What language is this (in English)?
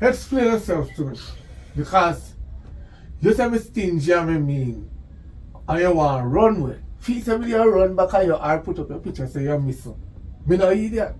Jamaican Creole English